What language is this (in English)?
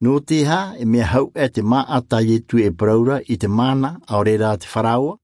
Tahitian